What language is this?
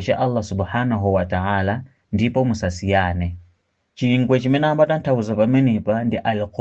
Nyanja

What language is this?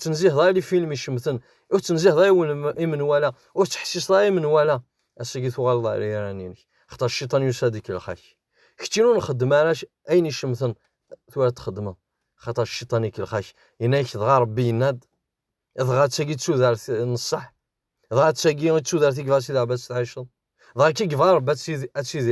Kabyle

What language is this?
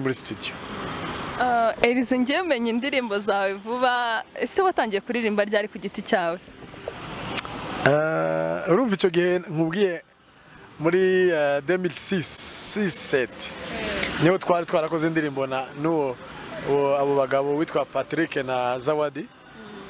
Kinyarwanda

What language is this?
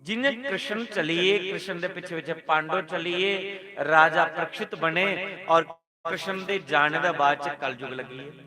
Dogri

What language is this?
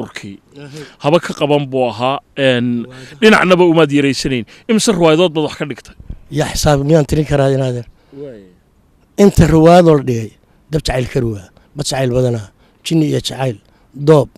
Somali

